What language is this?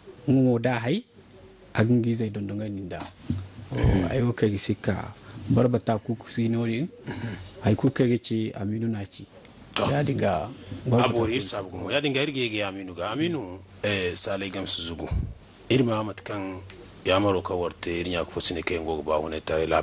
Zarma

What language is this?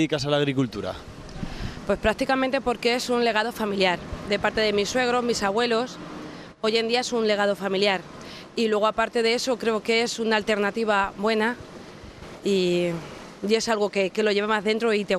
Spanish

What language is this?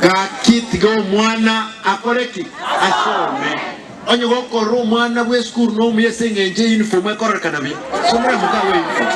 Gusii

